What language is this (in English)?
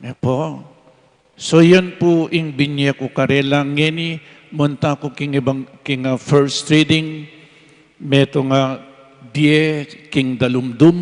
Pampanga